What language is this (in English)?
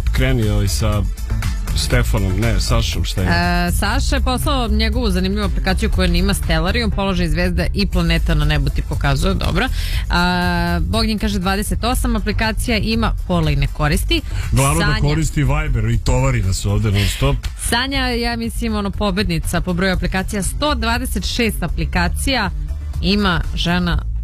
Serbian